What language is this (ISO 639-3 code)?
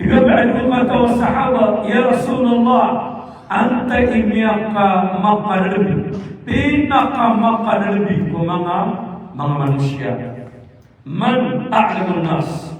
mrw